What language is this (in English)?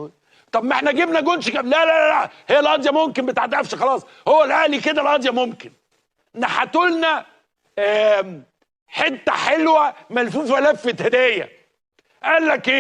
Egyptian Arabic